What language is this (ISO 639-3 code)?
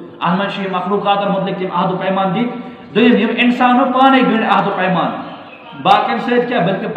kas